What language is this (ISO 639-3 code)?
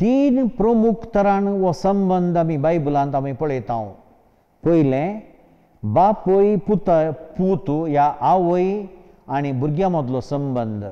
kok